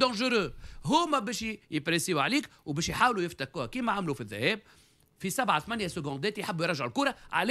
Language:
Tunisian Arabic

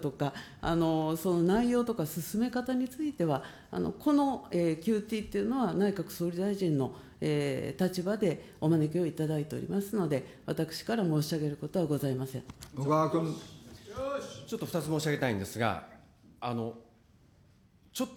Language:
Japanese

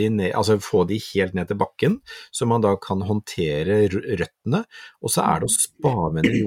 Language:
Norwegian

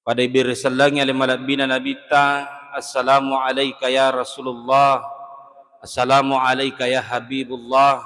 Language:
Buginese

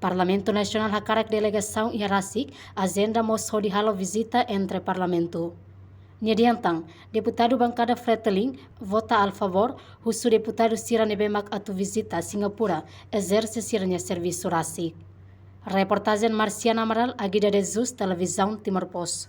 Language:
Tetum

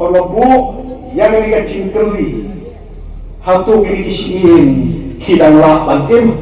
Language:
Khasi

